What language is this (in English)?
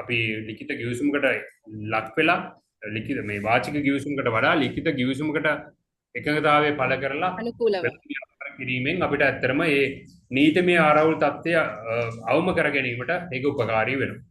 Sinhala